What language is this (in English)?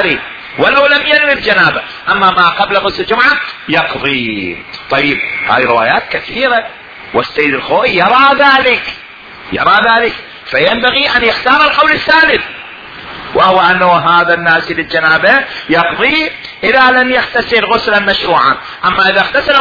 Mesopotamian Arabic